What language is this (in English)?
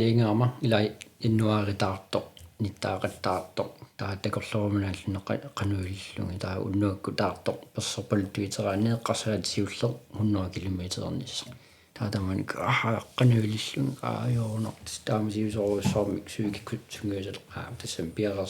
Kalaallisut